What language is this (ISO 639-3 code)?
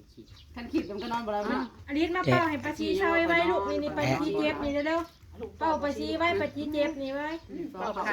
tts